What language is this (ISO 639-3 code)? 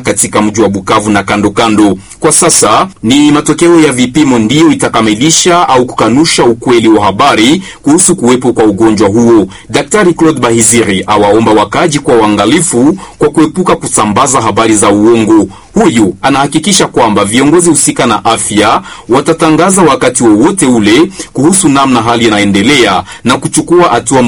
swa